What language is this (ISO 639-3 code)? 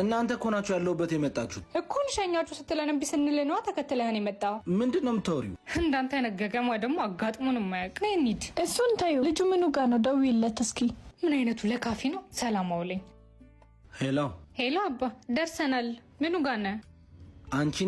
amh